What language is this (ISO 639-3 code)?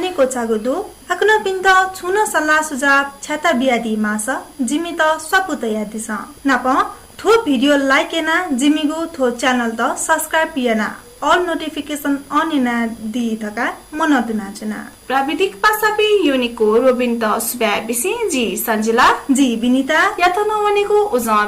new